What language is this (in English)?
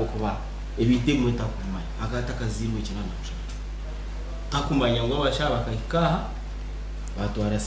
Nyankole